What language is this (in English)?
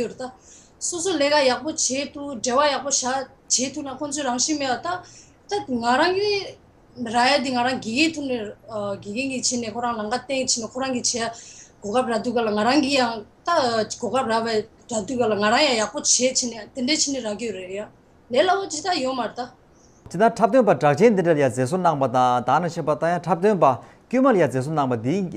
Tibetan